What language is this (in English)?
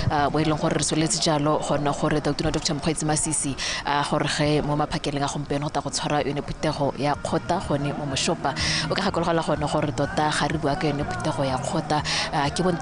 Tswana